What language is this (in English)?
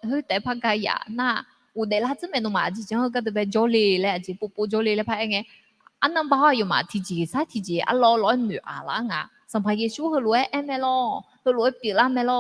Akha